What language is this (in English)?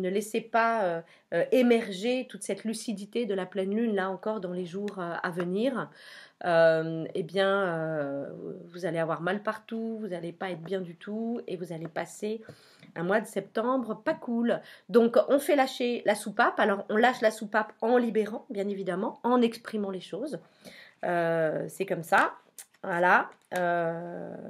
French